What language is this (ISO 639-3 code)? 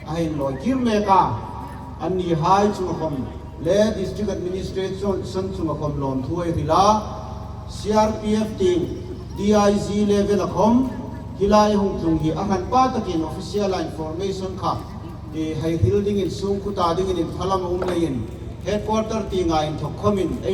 hmr